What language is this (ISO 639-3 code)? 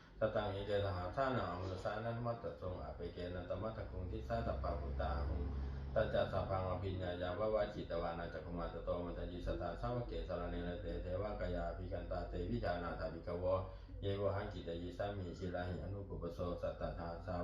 pli